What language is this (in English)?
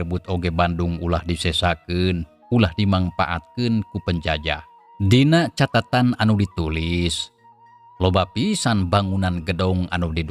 Sundanese